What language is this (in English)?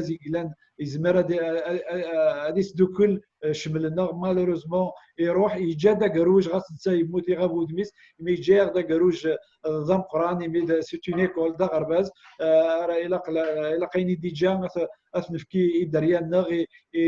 Kabyle